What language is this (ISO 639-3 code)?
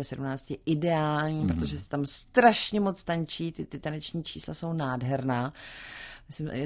ces